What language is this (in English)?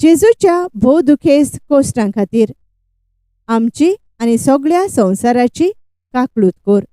Konkani